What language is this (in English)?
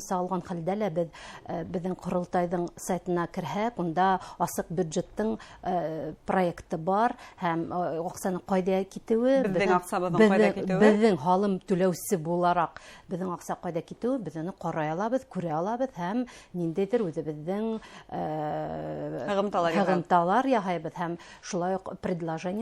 Bashkir